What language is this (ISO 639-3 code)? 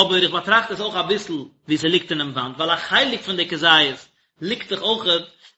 yid